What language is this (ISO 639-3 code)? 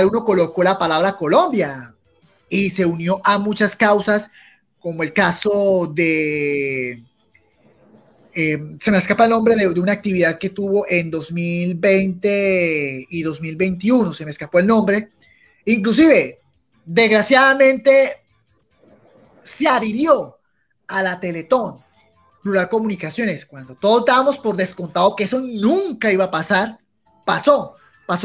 spa